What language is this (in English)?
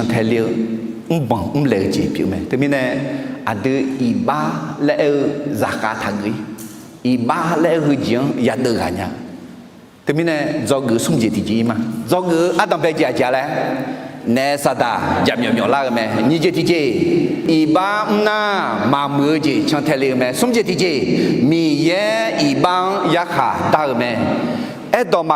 Akha